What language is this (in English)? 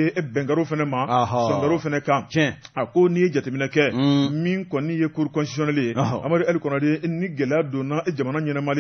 Bambara